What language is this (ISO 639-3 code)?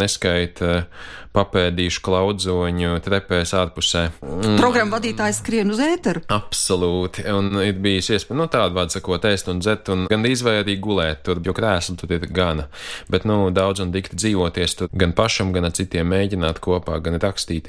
lav